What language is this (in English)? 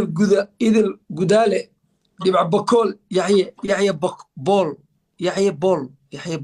Somali